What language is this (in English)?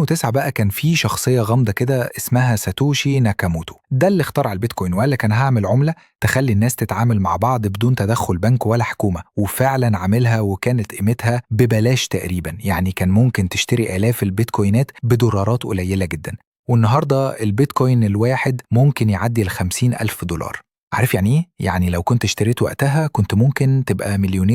Egyptian Arabic